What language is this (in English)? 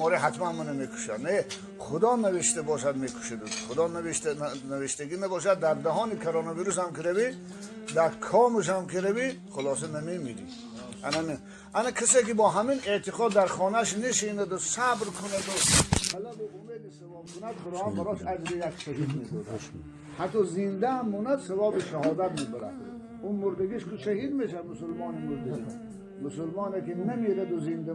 Tajik